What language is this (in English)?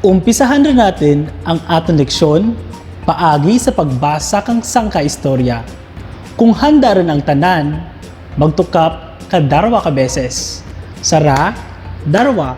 Kinaray-a